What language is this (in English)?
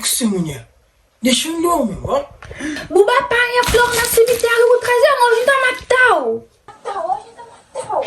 Kabuverdianu